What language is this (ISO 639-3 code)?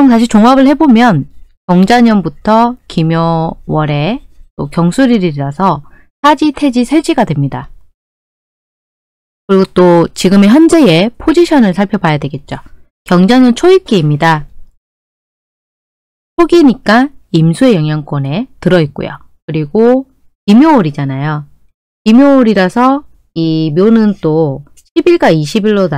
kor